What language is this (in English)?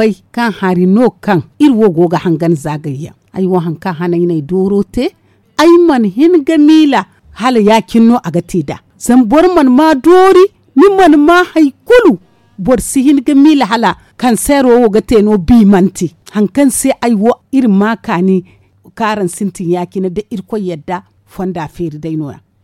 Zarma